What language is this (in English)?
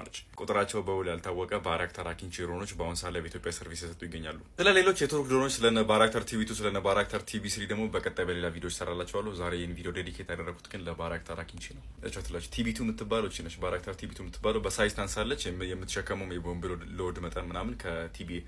Amharic